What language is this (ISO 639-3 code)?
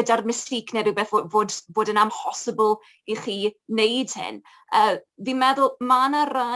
cym